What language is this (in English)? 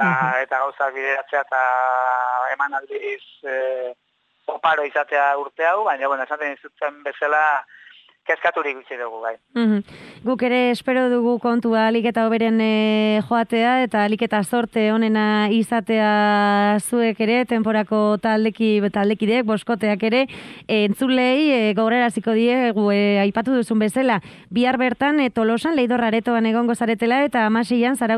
Basque